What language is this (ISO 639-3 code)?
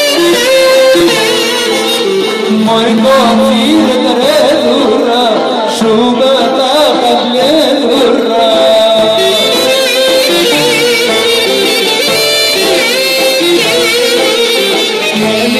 ell